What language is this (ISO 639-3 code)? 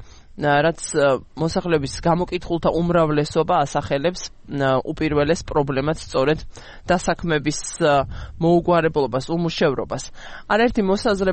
kat